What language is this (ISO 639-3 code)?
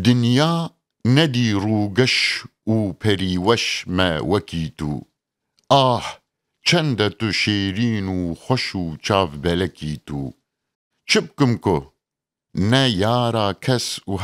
kur